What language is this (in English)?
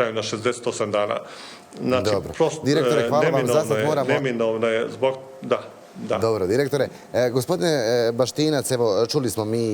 Bosnian